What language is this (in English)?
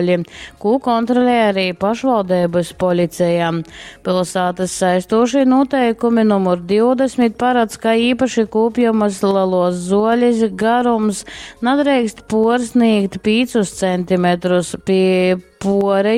Latgalian